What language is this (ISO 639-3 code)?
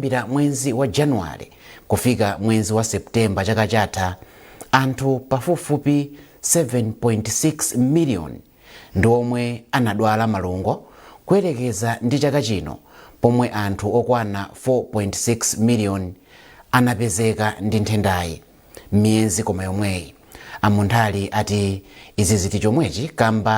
nya